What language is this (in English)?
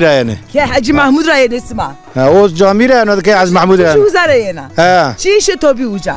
Zaza